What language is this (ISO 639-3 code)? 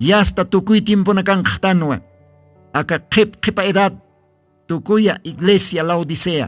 aym